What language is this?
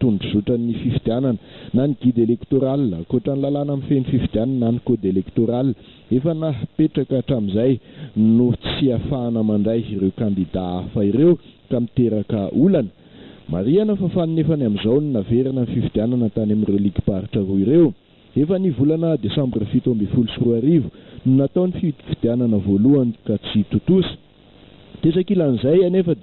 Malagasy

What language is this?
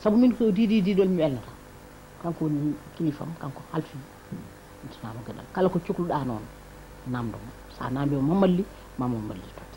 Fula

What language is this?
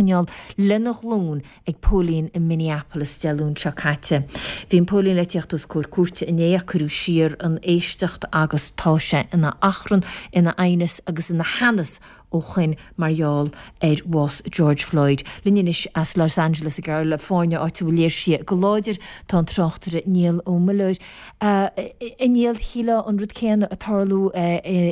Irish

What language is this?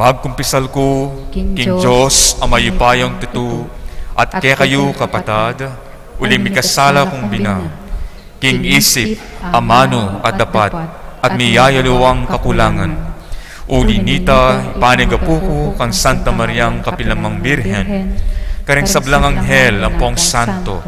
Pampanga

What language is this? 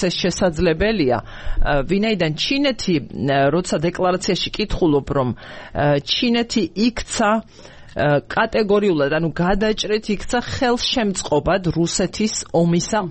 Georgian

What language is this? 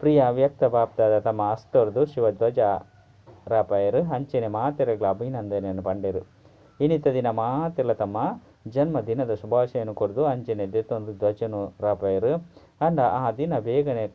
Tulu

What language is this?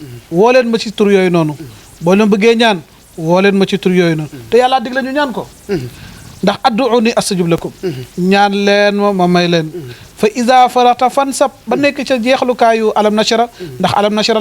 Wolof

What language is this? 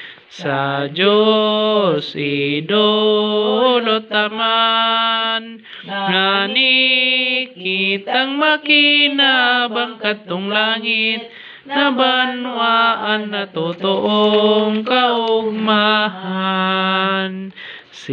Bikol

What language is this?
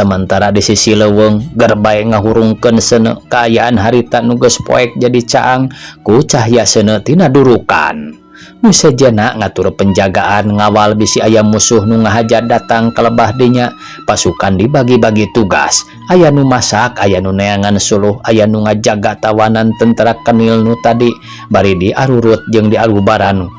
Sundanese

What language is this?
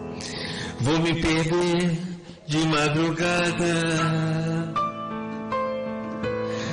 Portuguese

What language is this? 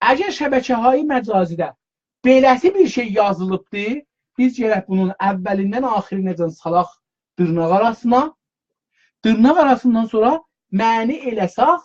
South Azerbaijani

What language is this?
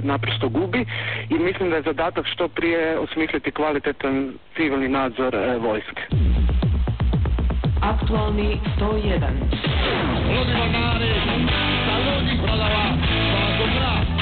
Croatian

